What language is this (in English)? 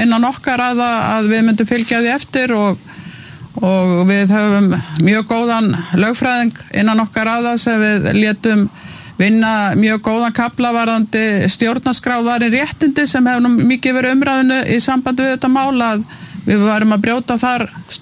Icelandic